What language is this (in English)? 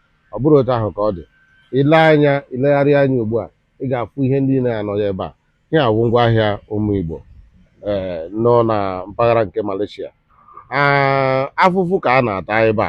Igbo